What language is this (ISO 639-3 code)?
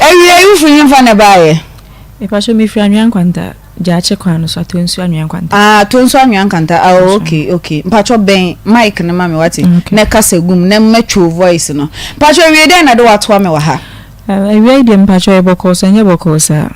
aka